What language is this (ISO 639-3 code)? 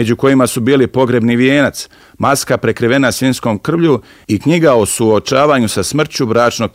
bos